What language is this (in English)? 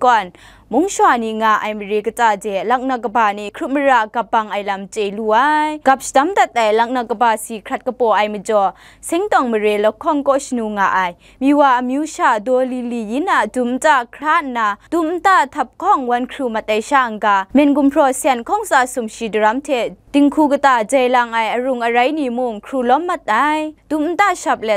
Kachin